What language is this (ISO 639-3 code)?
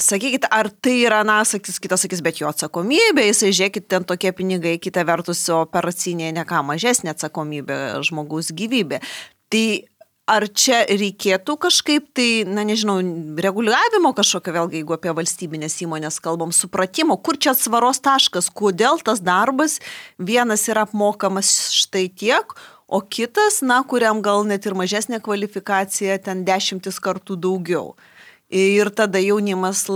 lit